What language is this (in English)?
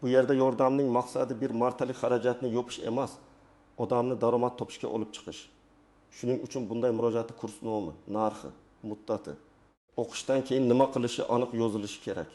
Uzbek